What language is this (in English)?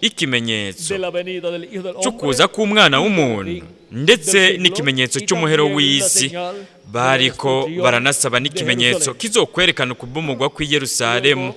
Rundi